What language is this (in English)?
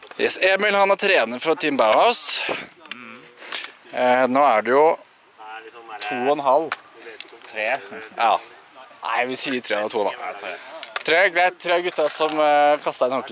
Norwegian